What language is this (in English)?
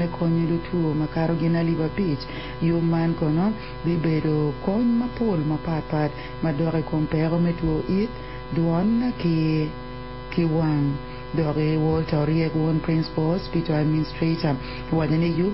Acoli